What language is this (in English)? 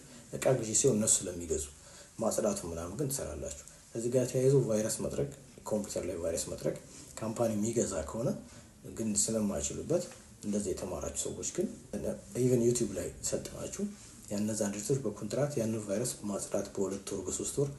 Amharic